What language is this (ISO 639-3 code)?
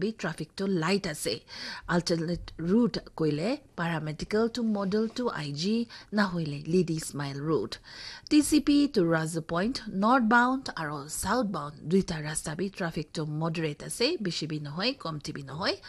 nag